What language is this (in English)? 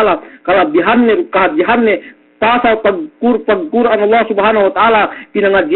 Yakan